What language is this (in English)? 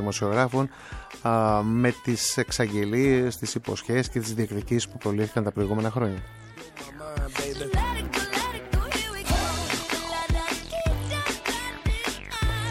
Greek